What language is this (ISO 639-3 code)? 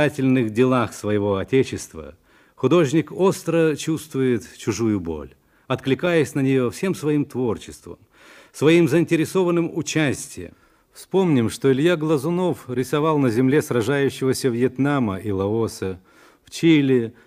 rus